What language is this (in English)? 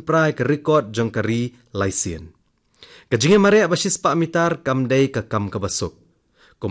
Khasi